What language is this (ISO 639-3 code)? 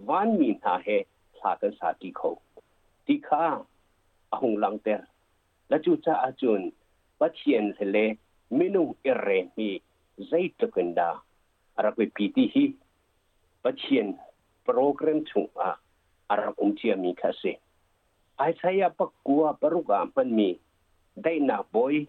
cnh